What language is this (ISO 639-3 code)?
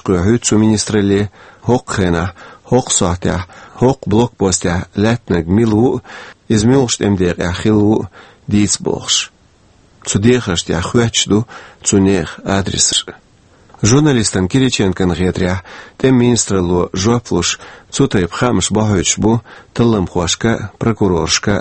che